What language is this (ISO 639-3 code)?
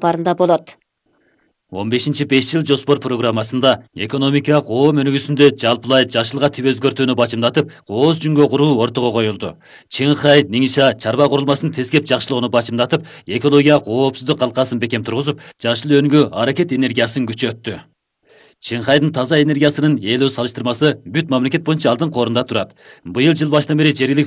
kir